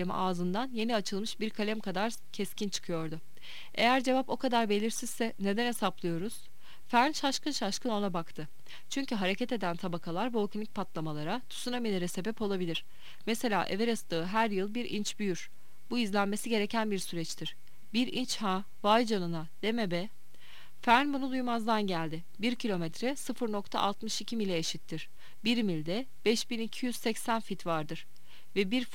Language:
Turkish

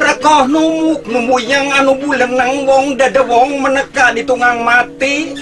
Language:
Sundanese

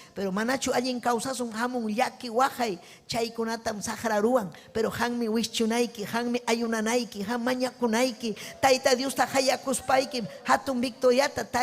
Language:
Ayacucho Quechua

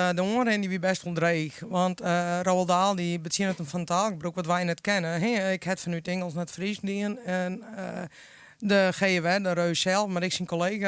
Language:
Western Frisian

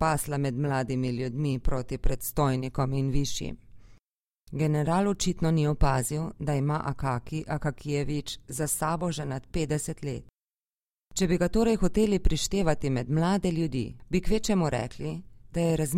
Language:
Slovenian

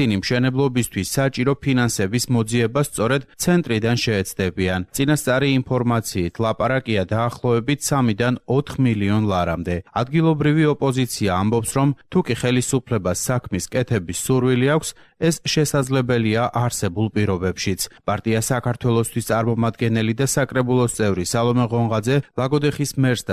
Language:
Georgian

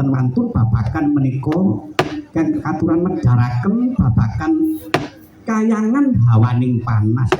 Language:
Javanese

